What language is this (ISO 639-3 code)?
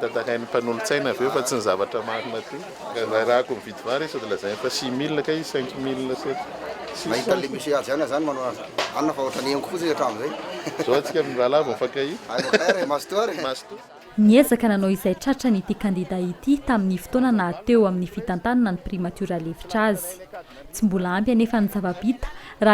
mlg